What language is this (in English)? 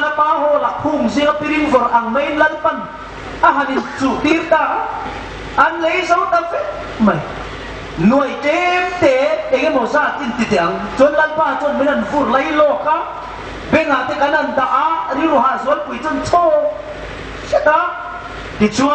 Hmar